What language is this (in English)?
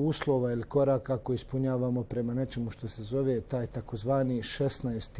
Bosnian